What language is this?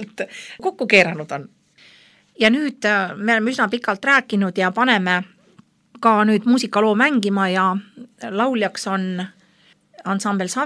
Estonian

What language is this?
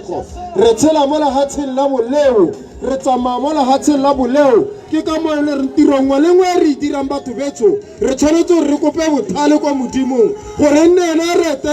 Tswana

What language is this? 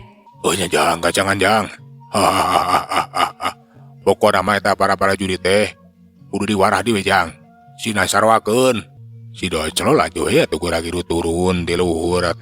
Sundanese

